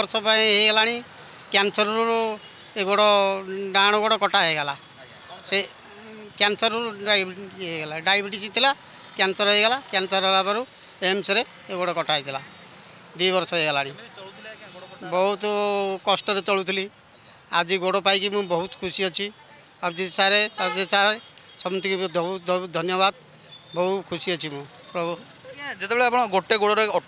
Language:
Odia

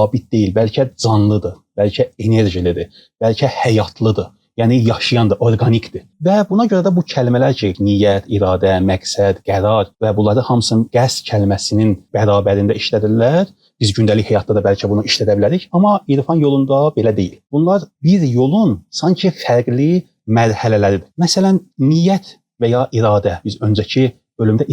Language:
Azerbaijani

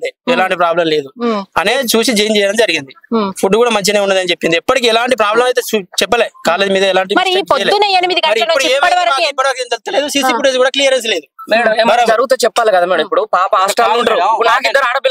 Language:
Telugu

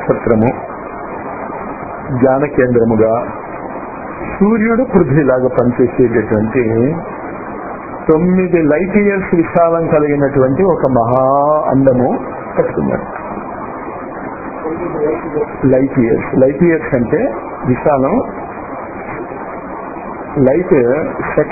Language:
Telugu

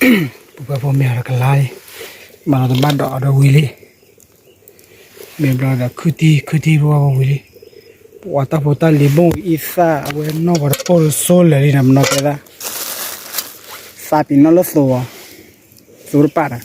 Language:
S'gaw Karen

